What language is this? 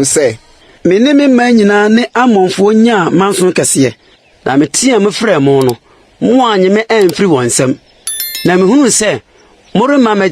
Akan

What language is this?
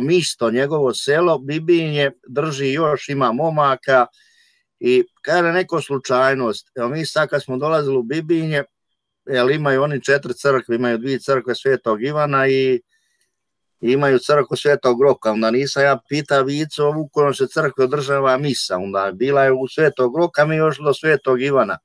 Croatian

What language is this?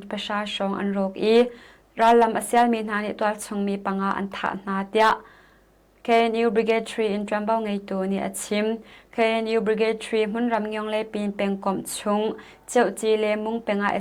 Hakha Chin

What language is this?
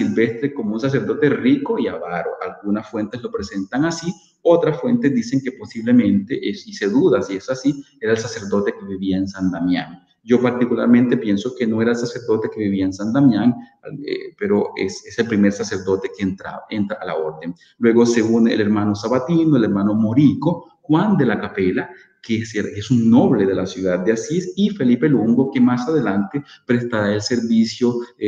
Spanish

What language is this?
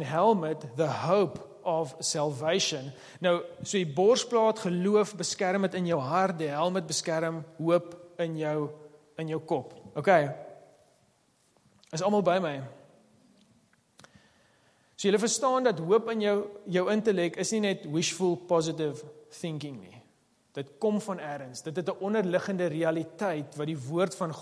Afrikaans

